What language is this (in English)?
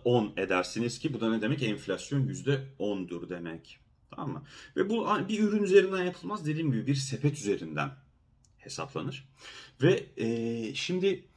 Turkish